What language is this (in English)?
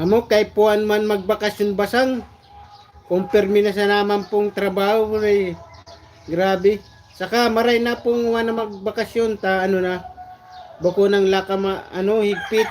Bikol